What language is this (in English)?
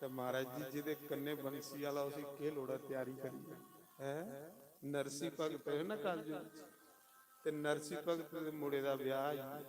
Dogri